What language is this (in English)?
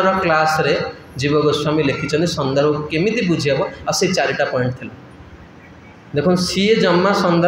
Odia